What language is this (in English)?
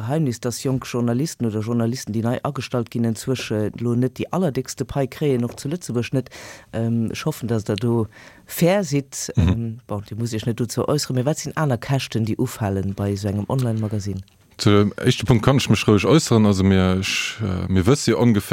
Luxembourgish